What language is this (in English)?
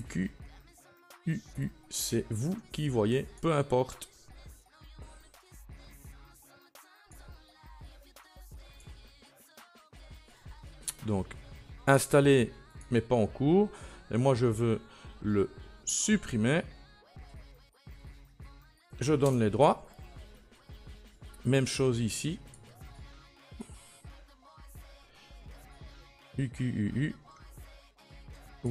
French